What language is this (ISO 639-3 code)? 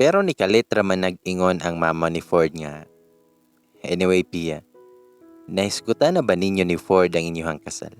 ceb